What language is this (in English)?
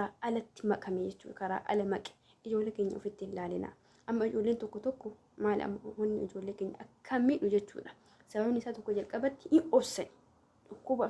Oromo